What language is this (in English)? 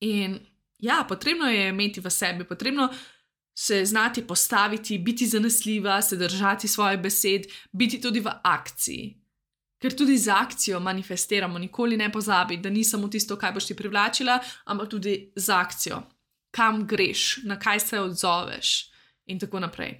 Slovenian